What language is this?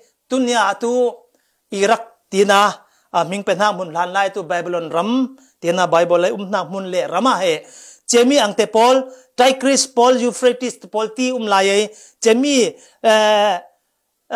Falam Chin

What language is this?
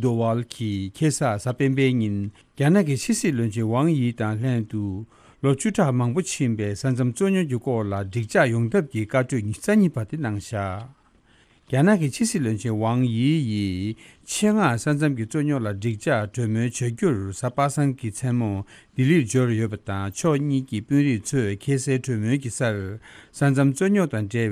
Tibetan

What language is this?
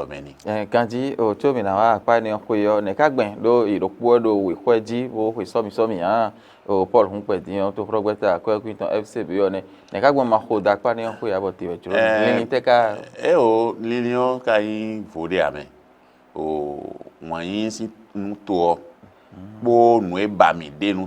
Fon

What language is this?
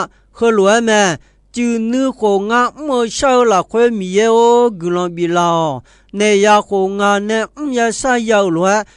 Akha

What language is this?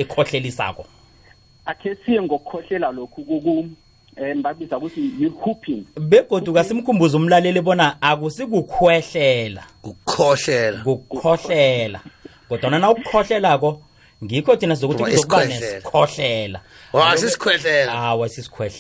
South Ndebele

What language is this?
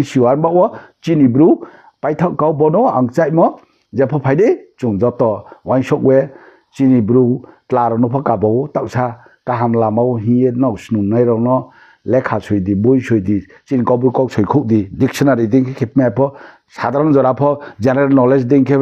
Riang (India)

